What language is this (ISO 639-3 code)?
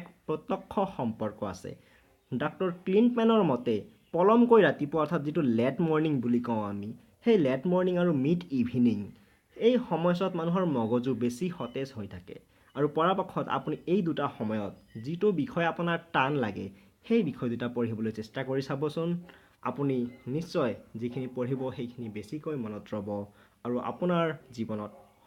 asm